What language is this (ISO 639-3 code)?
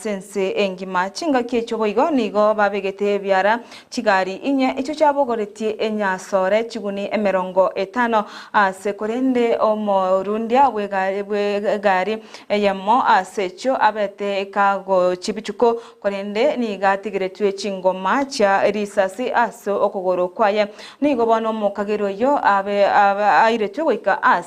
guz